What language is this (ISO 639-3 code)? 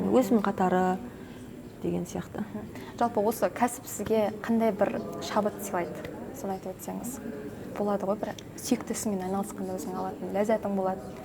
kaz